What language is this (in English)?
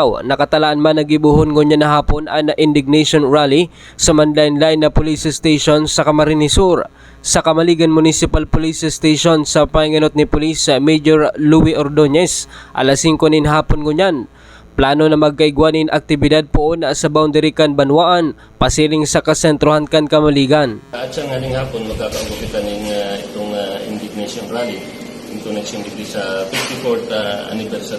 Bikol